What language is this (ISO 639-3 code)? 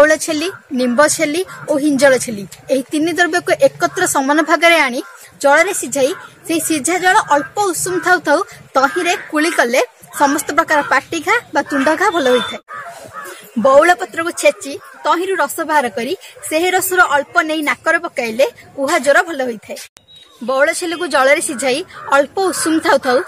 ori